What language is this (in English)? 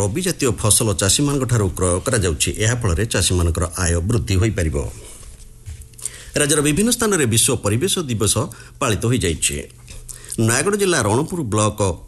Odia